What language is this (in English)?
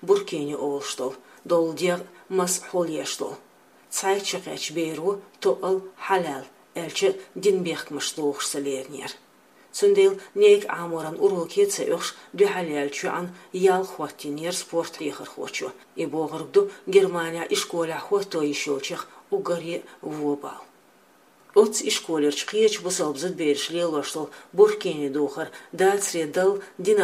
Chechen